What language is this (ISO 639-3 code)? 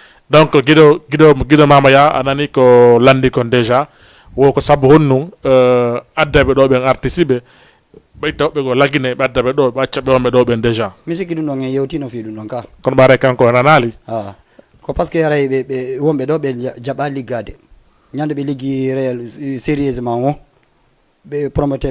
ful